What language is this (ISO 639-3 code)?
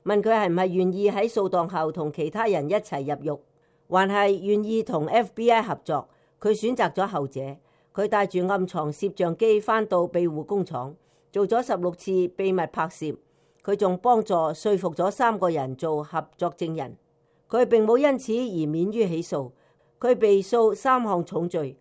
yue